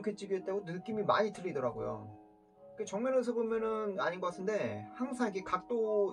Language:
Korean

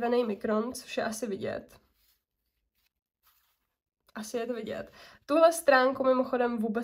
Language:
Czech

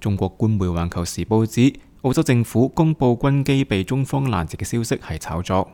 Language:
Cantonese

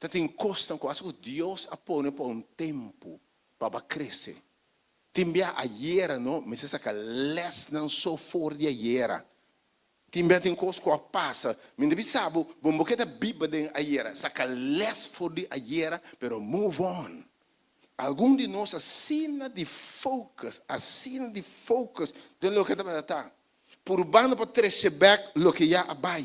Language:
Papiamento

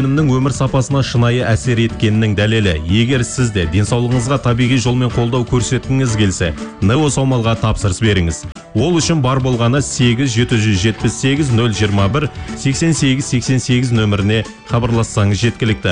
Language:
Kazakh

